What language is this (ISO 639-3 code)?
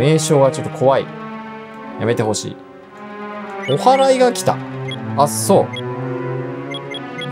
jpn